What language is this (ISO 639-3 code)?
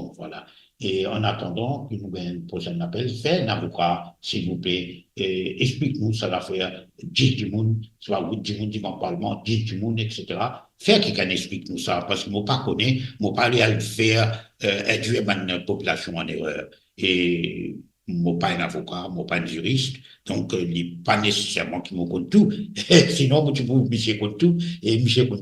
mfe